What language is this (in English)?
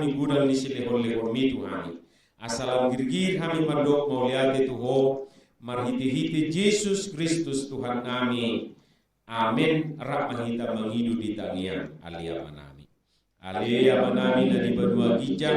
Batak Toba